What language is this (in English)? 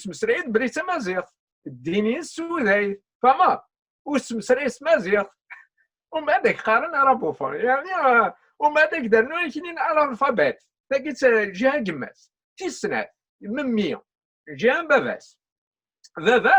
Kabyle